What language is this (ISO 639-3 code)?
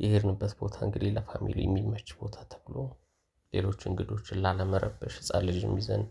amh